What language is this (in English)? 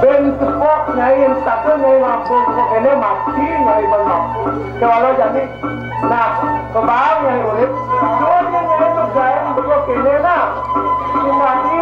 Balinese